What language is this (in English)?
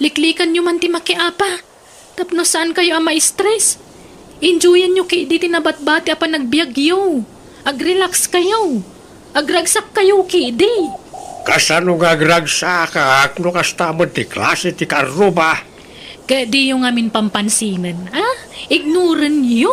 Iloko